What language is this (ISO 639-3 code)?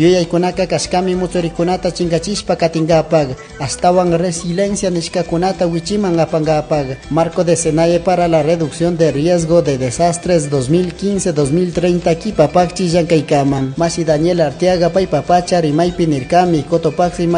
qug